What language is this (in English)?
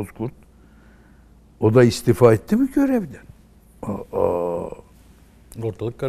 Turkish